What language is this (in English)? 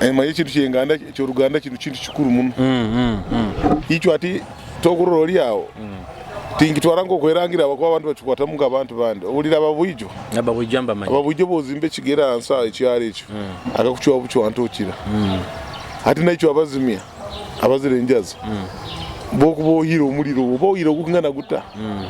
Nyoro